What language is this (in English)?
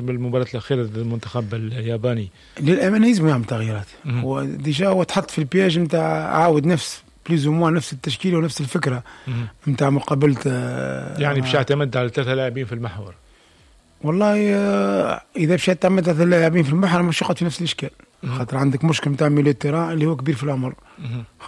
Tunisian Arabic